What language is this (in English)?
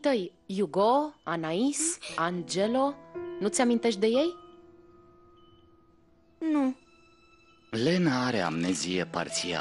Romanian